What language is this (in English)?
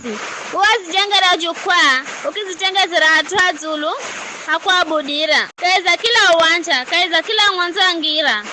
Giryama